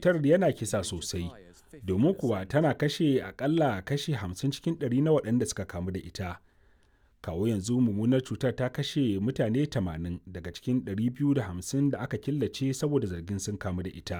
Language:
Hausa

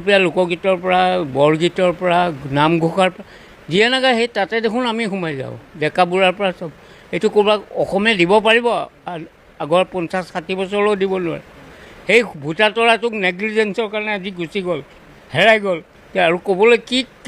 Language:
Assamese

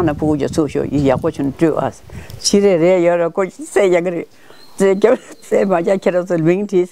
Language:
Tibetan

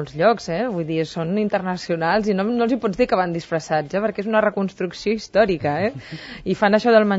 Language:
Catalan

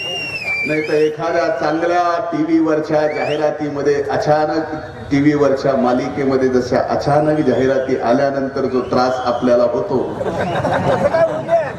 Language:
Marathi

